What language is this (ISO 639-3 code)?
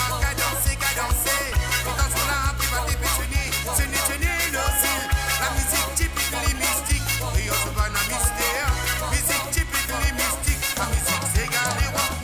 mfe